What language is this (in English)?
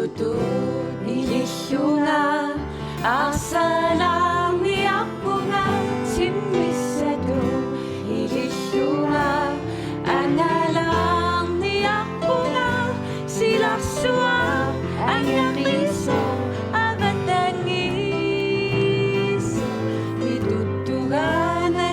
Kalaallisut